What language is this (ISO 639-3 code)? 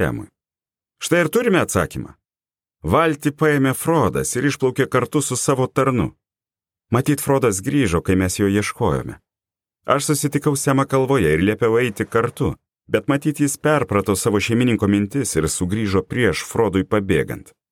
lit